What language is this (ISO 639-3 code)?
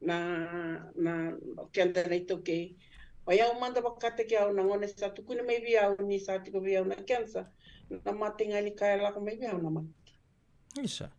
fij